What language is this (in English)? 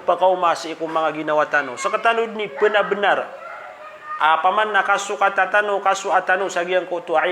Maranao